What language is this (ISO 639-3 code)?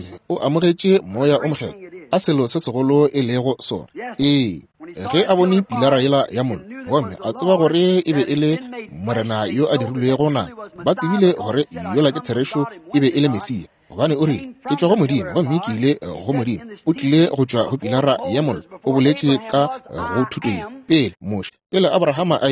nso